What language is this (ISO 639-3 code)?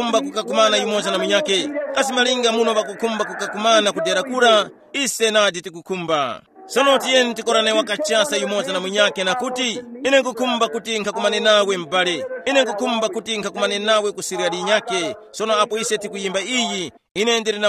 tum